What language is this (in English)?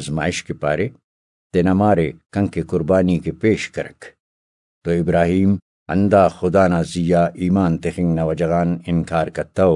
Brahui